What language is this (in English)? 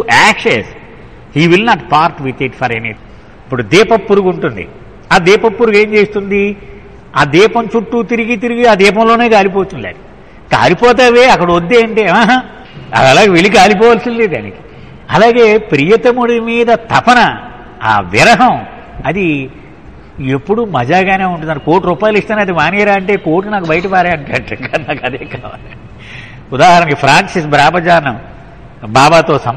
Telugu